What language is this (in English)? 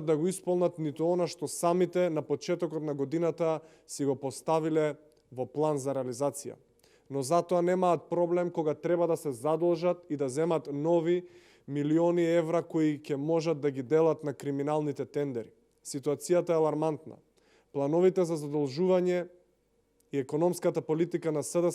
Macedonian